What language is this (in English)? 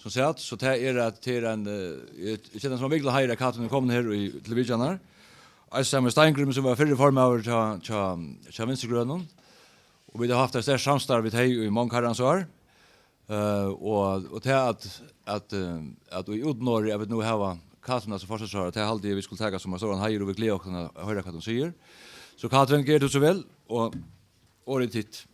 Faroese